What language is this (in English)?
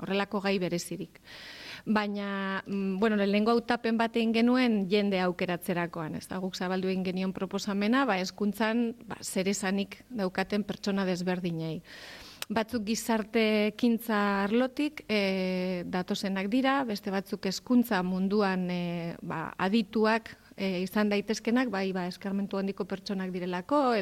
Basque